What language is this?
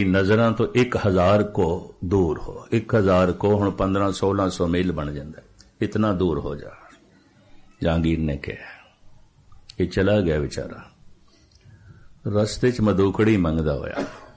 Punjabi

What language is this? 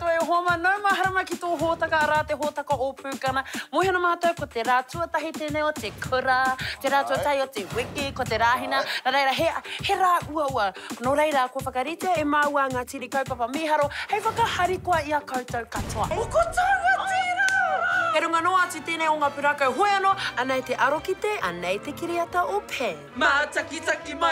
Māori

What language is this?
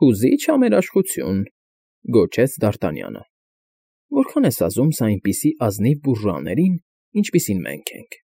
Armenian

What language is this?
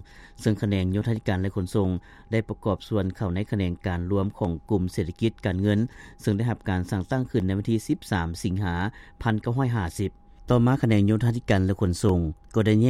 Lao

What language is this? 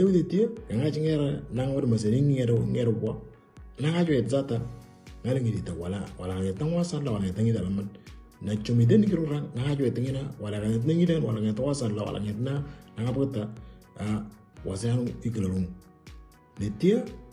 Moro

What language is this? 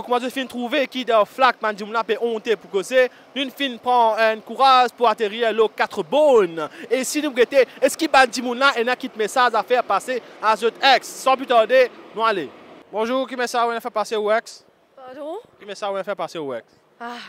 Morisyen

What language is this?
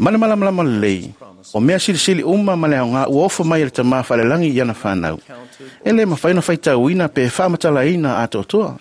Samoan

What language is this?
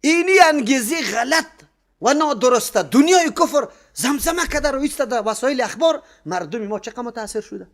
Persian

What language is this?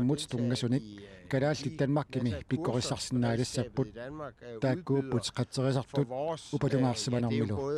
Kalaallisut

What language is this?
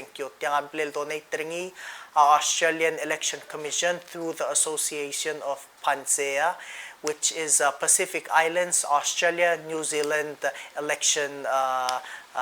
Palauan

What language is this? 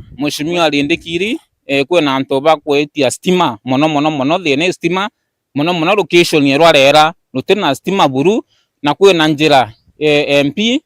Meru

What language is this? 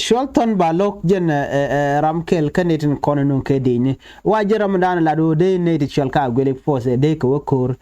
Nuer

